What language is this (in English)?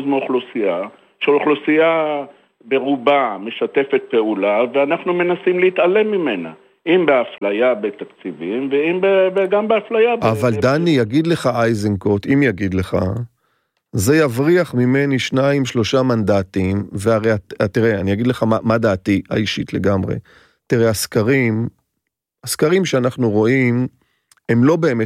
Hebrew